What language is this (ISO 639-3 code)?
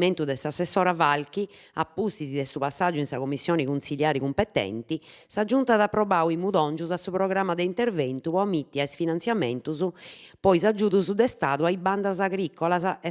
srd